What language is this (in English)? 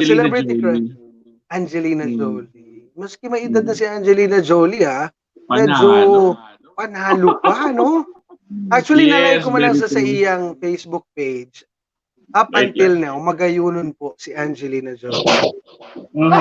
Bikol